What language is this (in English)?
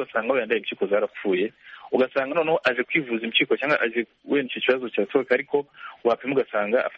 Kinyarwanda